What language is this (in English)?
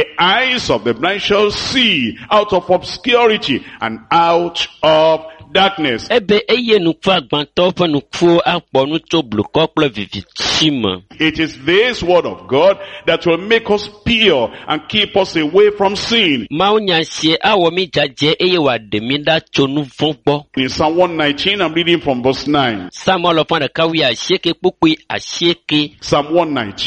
Ewe